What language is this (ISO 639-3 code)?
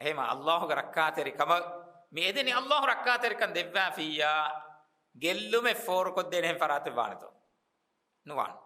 div